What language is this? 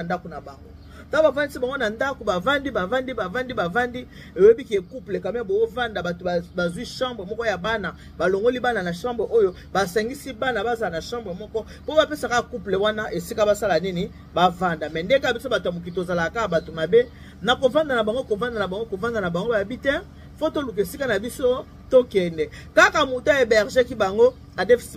Lingala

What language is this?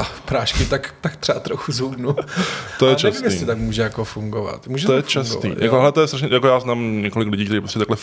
Czech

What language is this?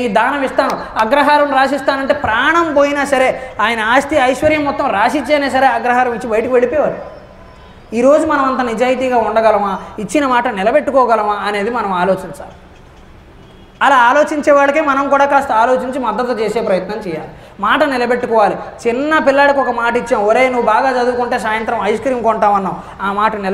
Telugu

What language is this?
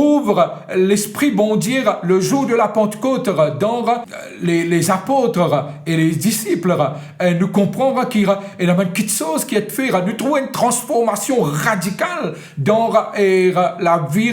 Morisyen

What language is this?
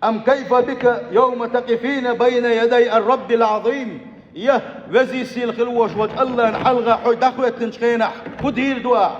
Chechen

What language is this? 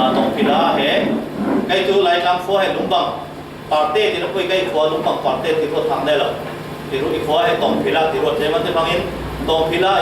Falam Chin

